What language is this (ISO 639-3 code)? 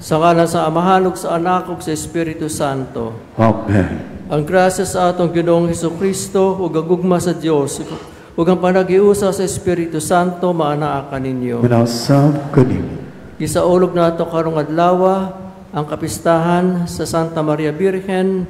ceb